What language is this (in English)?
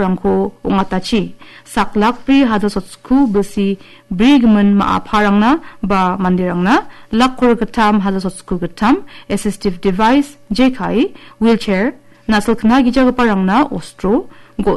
Garo